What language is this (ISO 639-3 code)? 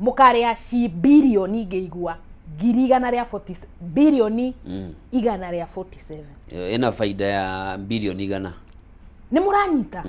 kik